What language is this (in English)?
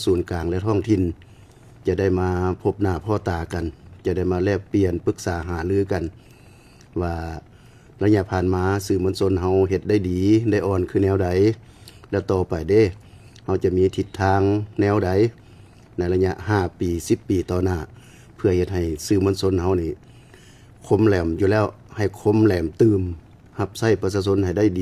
Lao